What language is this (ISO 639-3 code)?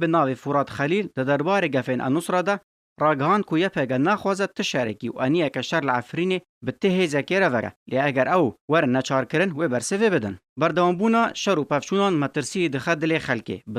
kur